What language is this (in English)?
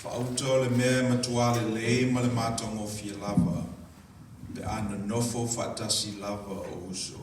Samoan